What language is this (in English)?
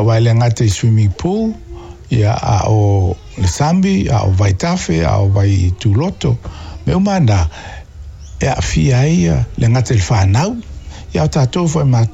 Samoan